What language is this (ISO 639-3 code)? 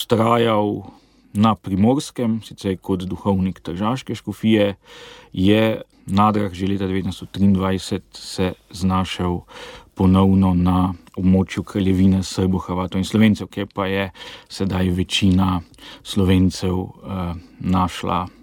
slv